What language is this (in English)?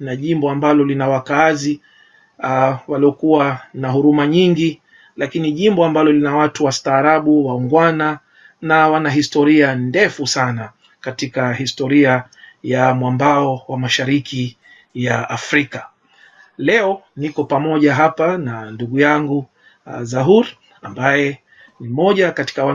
Swahili